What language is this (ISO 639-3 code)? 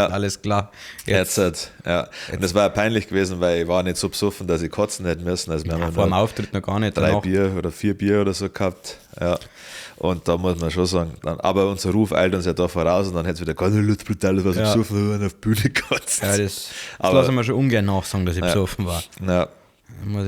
bar